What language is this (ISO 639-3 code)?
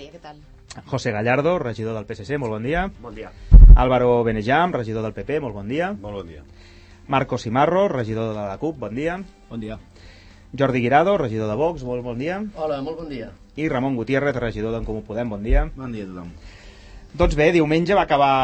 cat